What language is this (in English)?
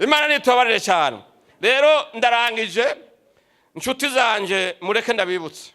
Rundi